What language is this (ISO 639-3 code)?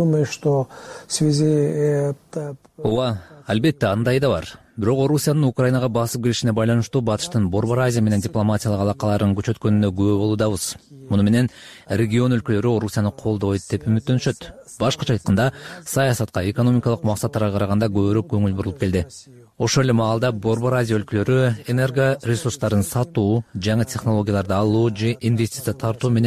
kir